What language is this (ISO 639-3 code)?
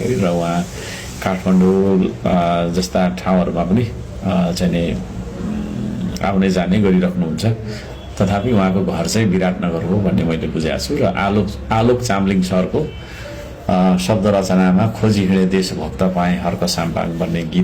nep